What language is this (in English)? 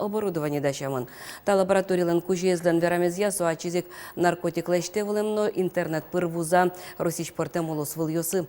Udmurt